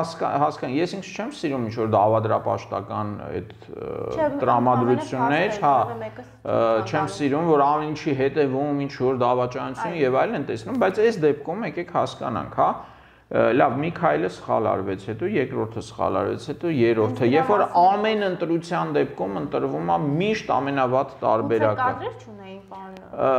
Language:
Armenian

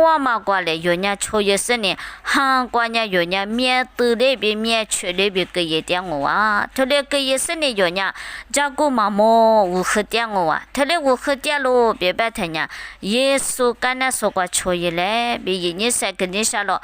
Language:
Lisu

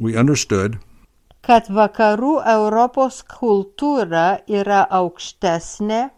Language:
Lithuanian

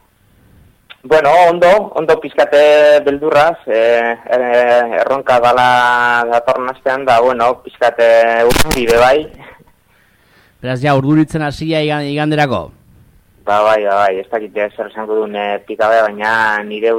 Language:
Basque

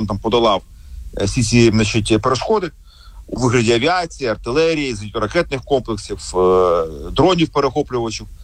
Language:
Ukrainian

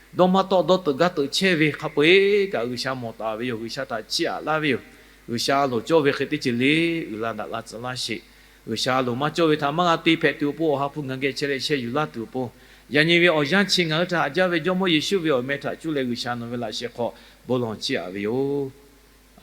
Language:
Lahu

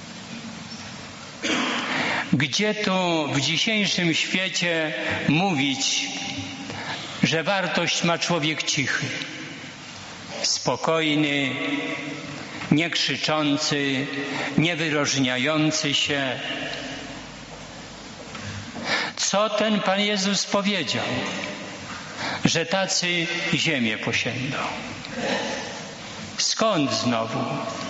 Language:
Polish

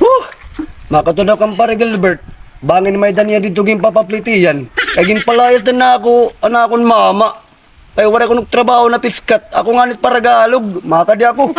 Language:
Waray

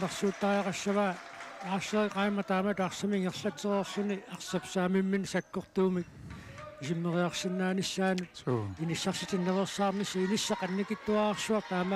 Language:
Kalaallisut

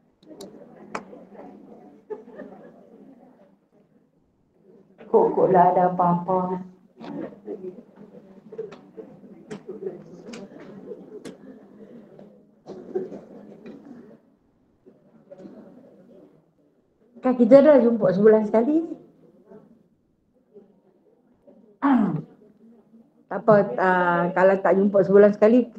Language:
Malay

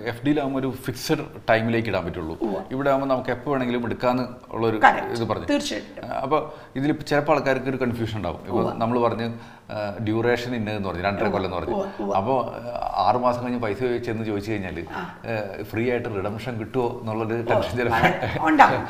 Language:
Malayalam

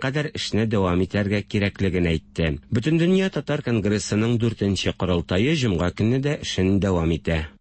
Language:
Tatar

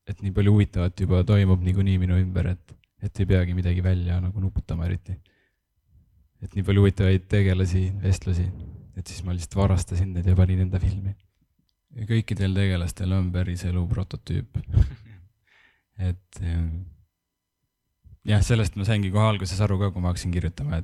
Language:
Estonian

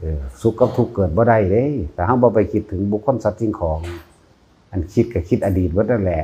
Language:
Northeastern Thai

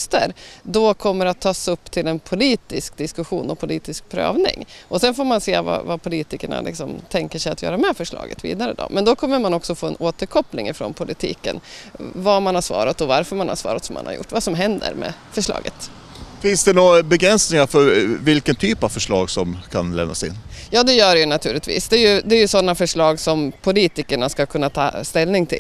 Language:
Swedish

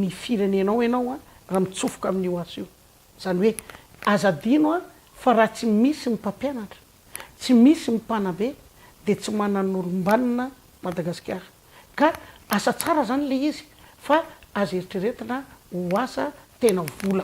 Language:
Malagasy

